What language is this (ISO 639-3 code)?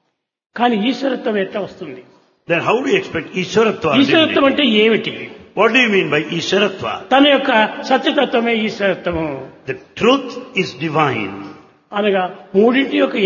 tel